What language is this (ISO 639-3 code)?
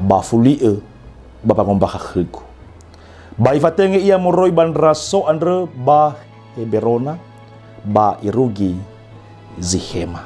nia